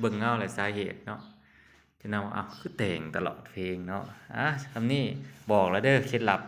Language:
Lao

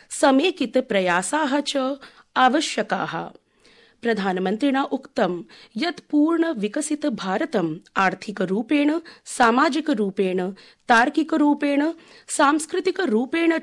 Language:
Sanskrit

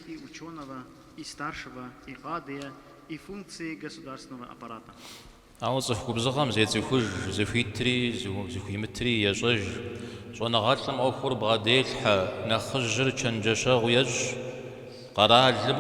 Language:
Kabardian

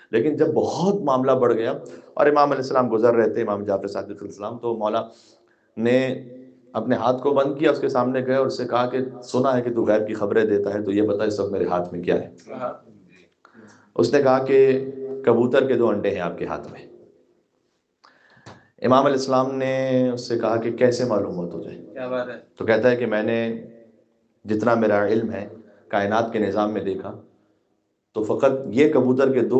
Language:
Urdu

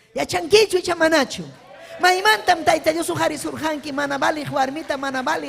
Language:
Ayacucho Quechua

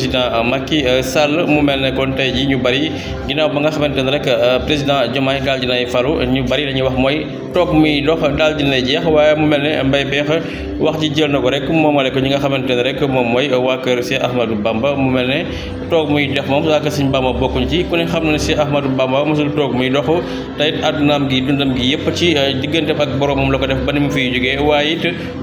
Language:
Wolof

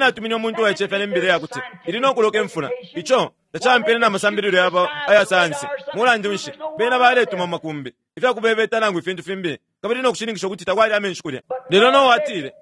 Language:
Bemba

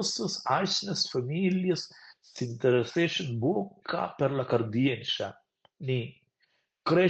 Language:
Romansh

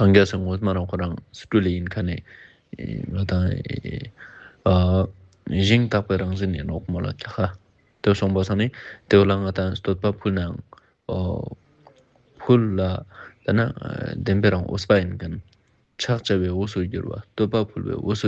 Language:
Ladakhi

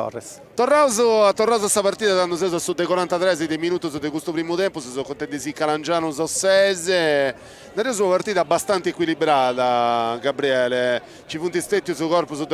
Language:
Sardinian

